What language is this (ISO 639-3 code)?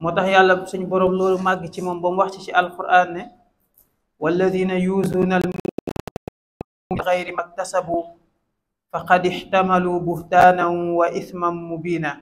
wol